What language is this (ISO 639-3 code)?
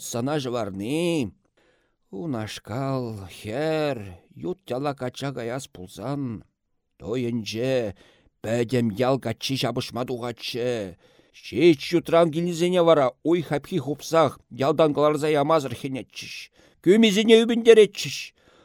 chv